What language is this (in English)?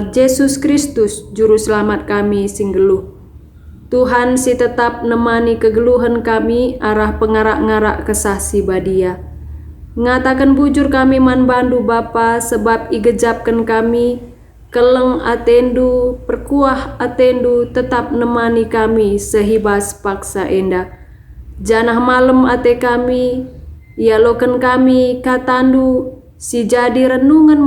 Batak Karo